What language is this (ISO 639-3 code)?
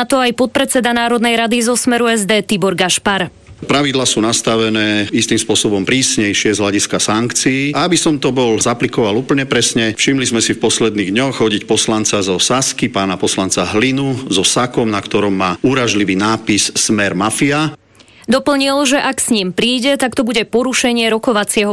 slk